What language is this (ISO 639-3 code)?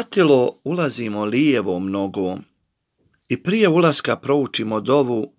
bos